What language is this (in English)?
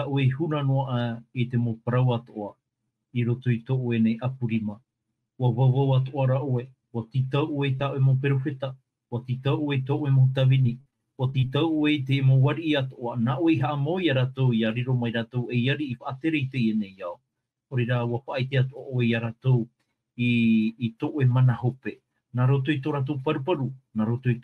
Tahitian